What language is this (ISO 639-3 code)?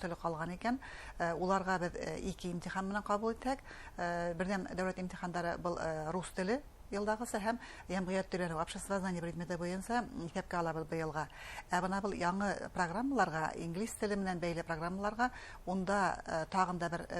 bak